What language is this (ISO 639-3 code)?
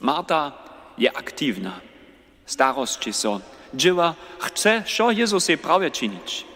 hsb